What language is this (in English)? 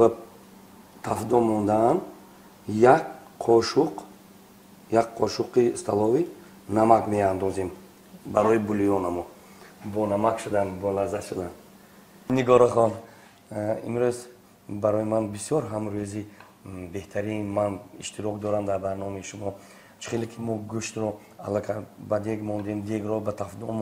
Tajik